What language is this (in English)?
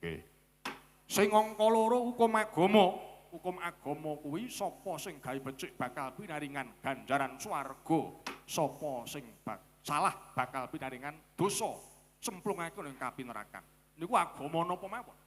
Javanese